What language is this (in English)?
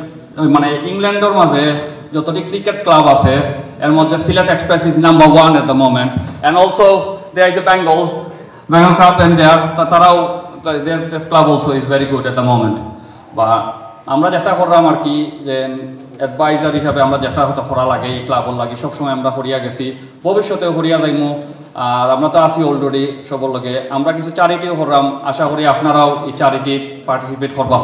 Sylheti